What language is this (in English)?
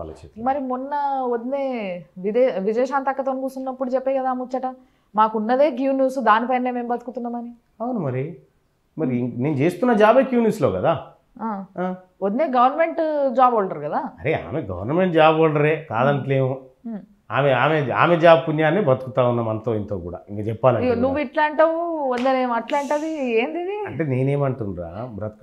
Telugu